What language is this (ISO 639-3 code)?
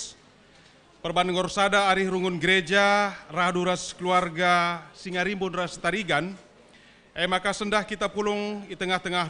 btx